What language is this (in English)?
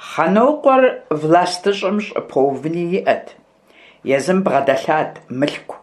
Kabardian